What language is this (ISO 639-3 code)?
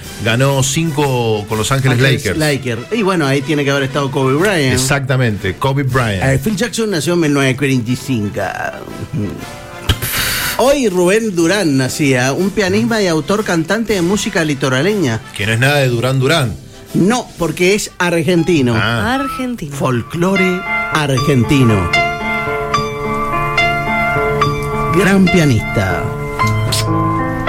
spa